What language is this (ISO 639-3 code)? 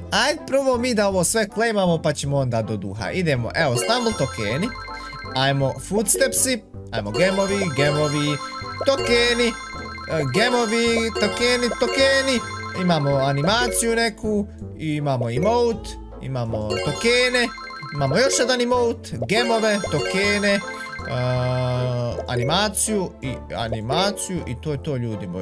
hrv